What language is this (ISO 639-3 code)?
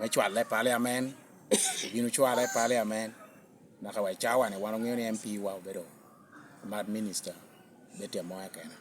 laj